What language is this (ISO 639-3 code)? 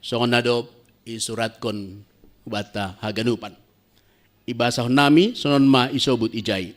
bts